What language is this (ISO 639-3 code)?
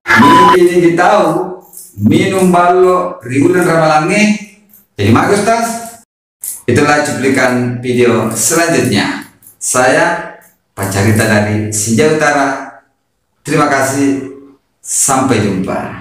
bug